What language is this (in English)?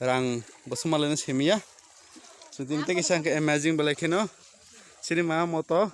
Kok Borok